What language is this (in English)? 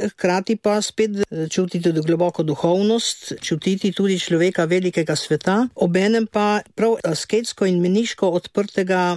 Slovenian